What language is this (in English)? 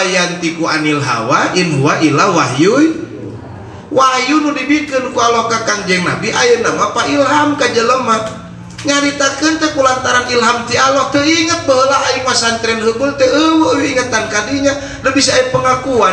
Sundanese